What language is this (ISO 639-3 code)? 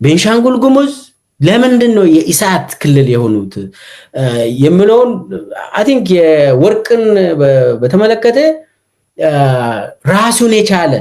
amh